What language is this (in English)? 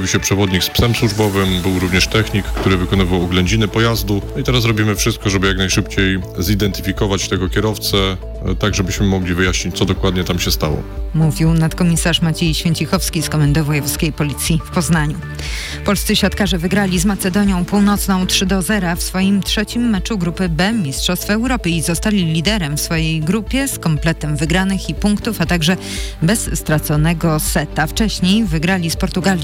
Polish